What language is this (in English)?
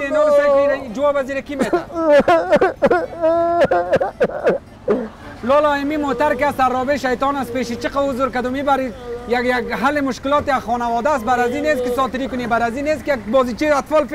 Persian